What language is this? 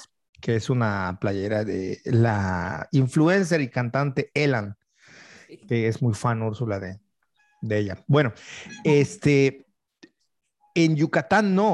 Spanish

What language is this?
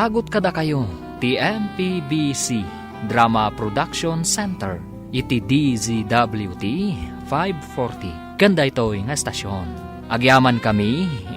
Iloko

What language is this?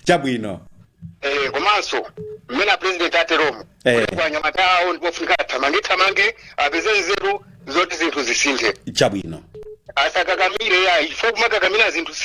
Nyanja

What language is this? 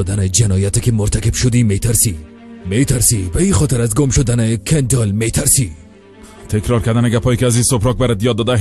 Tajik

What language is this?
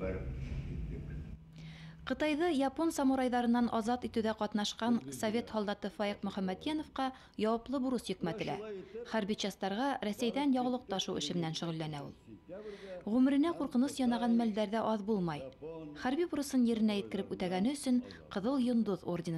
Bashkir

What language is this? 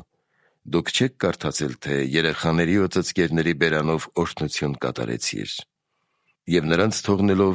Armenian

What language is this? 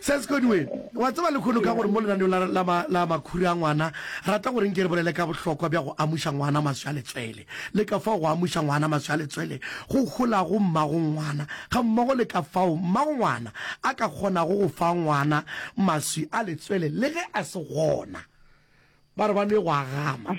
Northern Sotho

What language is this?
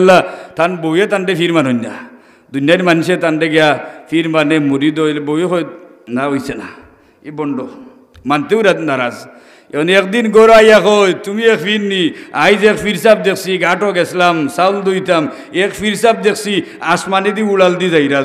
Sylheti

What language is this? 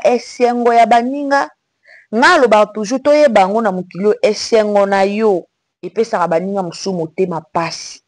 Lingala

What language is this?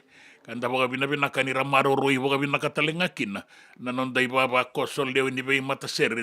Fijian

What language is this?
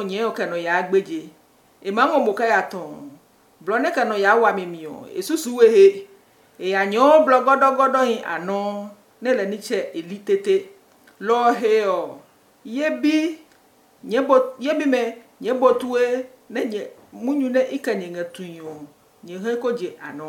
Adangme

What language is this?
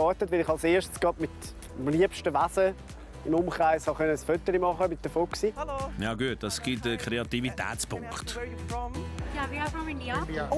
Swiss German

